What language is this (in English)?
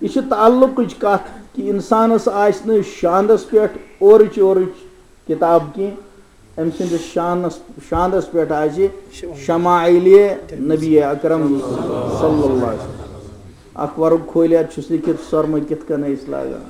Kashmiri